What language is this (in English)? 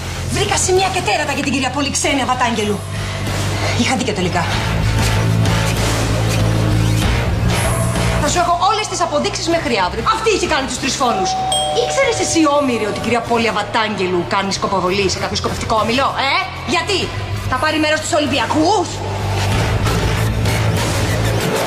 Greek